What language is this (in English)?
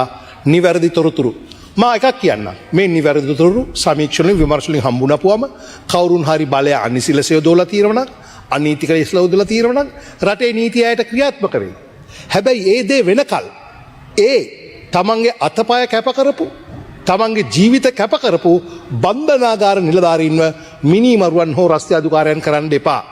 Sinhala